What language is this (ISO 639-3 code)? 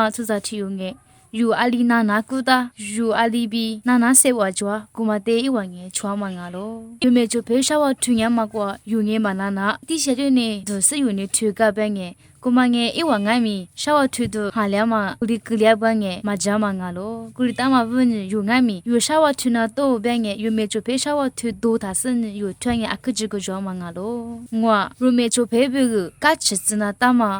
lis